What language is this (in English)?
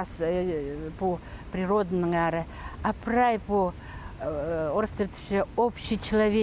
Khakas